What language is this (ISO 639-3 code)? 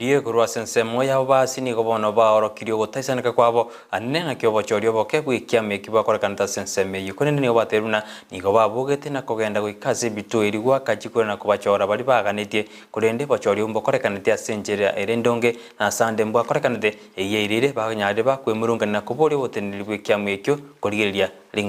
guz